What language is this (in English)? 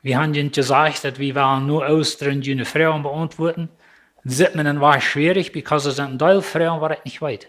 Plautdietsch